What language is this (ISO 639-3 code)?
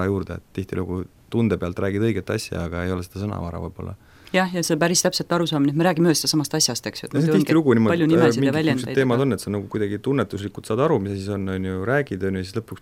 est